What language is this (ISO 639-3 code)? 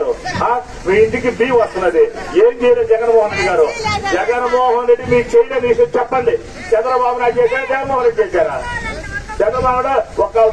tel